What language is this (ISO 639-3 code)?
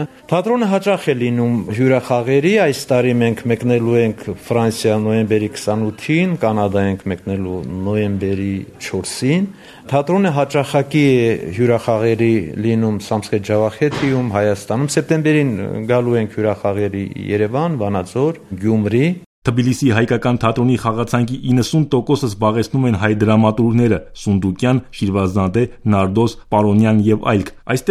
hye